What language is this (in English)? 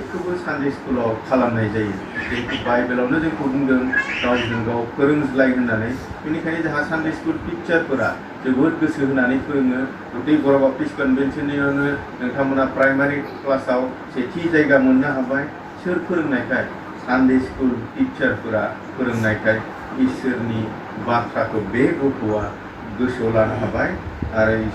Bodo